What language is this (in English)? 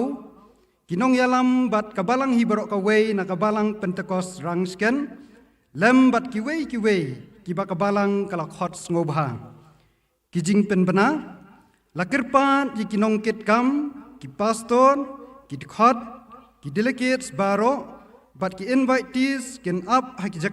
Khasi